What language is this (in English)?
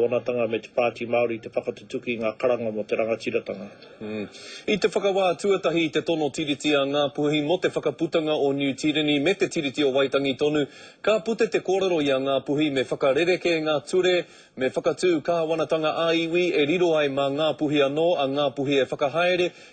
Māori